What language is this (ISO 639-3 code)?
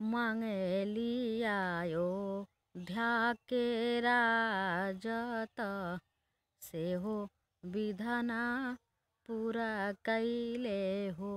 bho